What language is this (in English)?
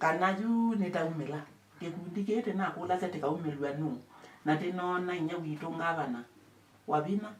Kamba